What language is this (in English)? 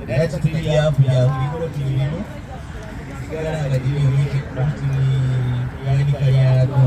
Soga